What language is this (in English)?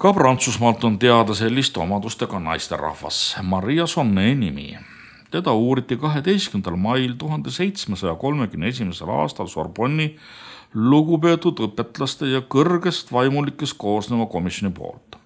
Estonian